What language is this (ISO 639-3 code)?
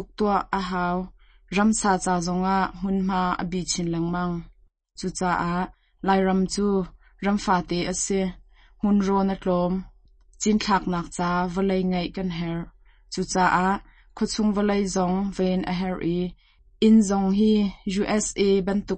cnh